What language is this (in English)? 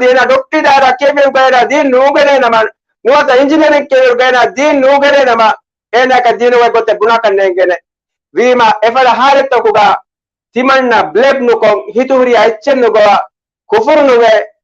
Divehi